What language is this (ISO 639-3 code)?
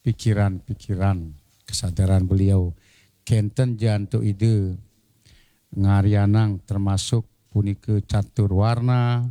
ban